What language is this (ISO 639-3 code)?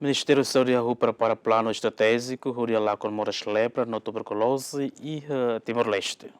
tet